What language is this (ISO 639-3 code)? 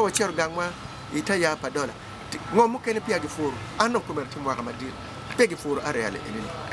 ach